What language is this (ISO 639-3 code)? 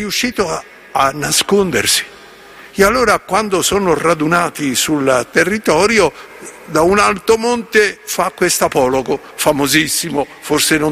ita